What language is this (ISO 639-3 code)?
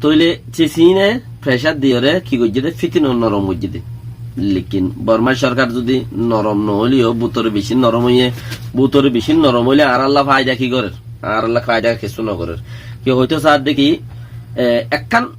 rhg